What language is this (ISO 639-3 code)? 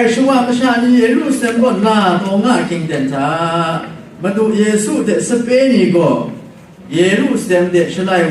kac